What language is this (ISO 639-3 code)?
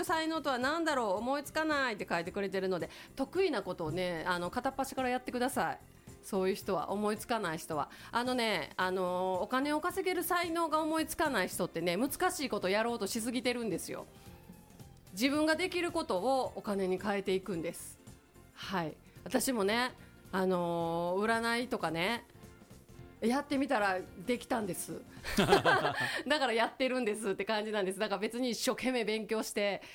jpn